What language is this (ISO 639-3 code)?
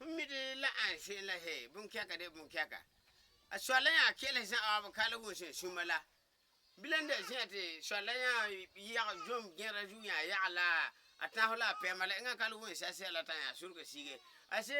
gur